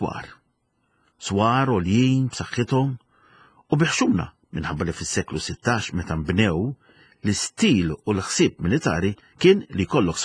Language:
Maltese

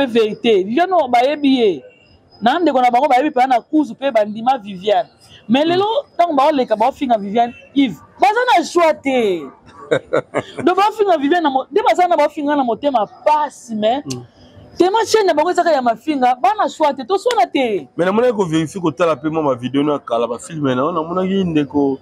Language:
Lingala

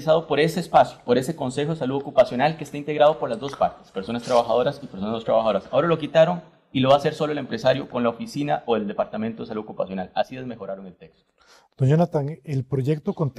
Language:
Spanish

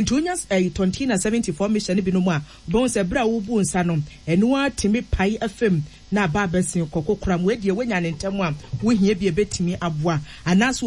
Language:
Akan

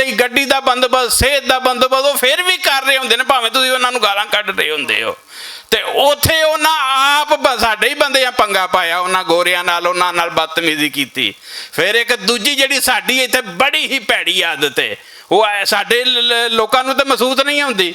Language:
Western Panjabi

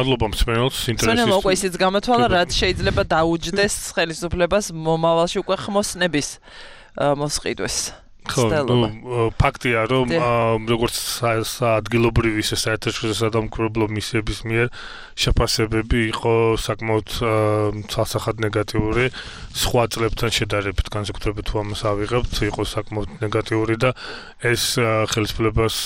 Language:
Georgian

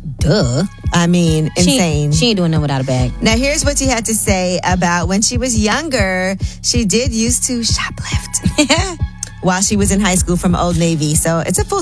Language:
English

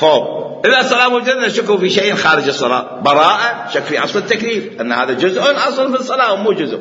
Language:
Mesopotamian Arabic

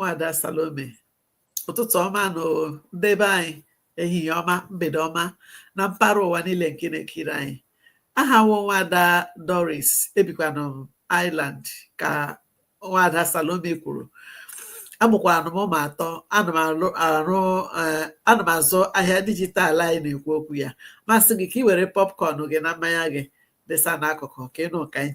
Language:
Igbo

